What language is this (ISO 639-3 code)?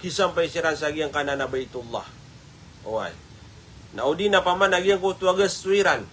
mrw